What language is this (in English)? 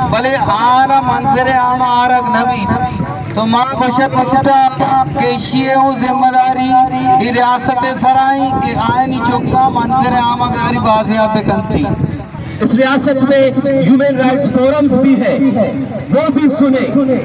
Baluchi